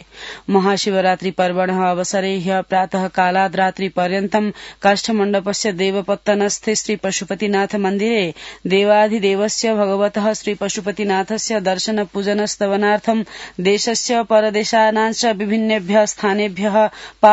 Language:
Sanskrit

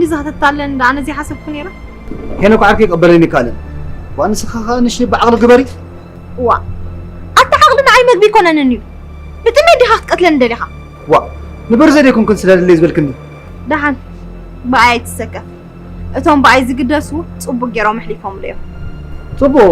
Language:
Tigrinya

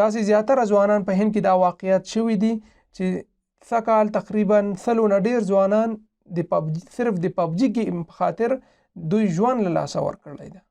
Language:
Pashto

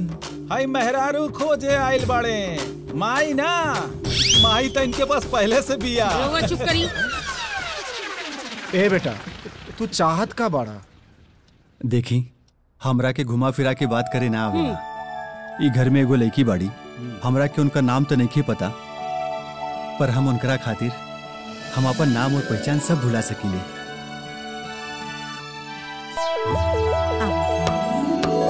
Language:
Bhojpuri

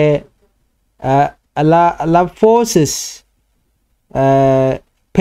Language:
Nuer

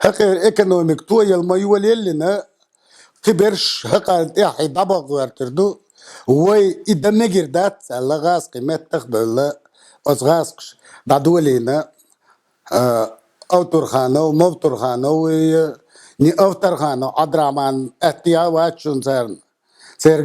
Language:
Chechen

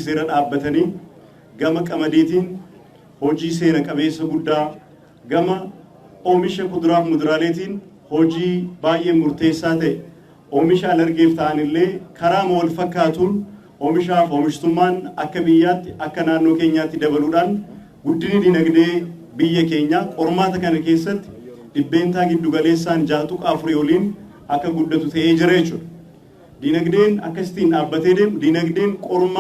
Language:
Oromo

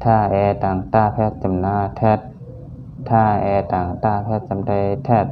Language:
Shan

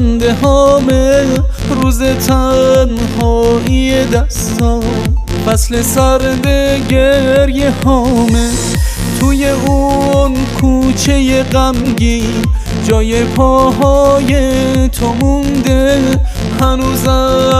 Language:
Persian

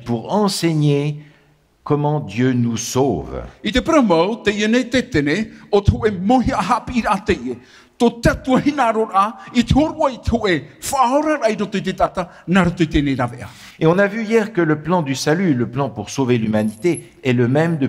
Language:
Tahitian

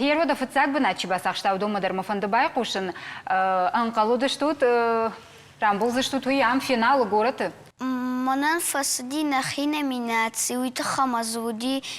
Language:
Ossetic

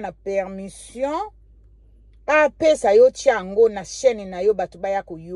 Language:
Lingala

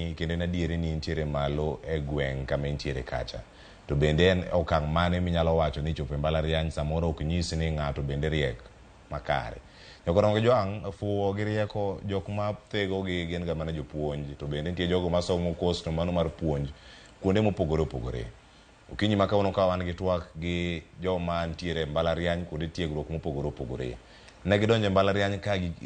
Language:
Luo (Kenya and Tanzania)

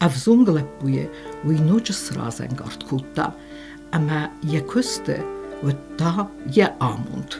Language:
Ossetic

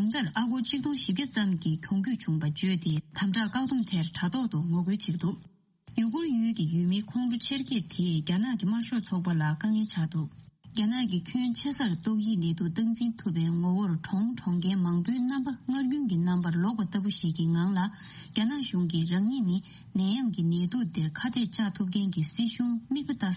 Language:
Tibetan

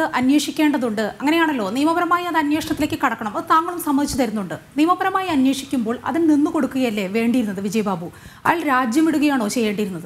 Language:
Malayalam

